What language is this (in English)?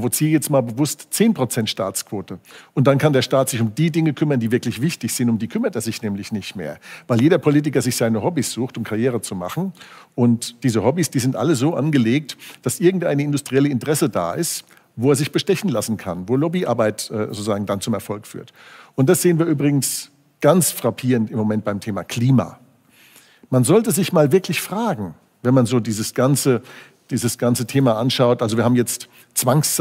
German